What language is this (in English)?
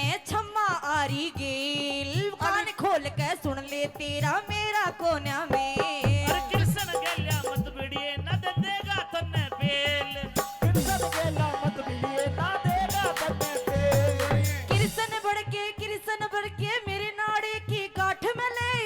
Haryanvi